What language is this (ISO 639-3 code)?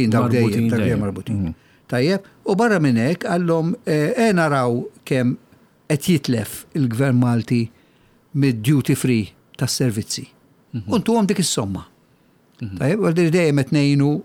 mlt